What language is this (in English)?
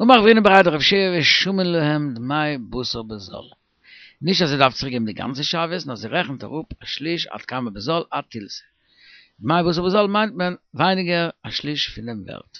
Yiddish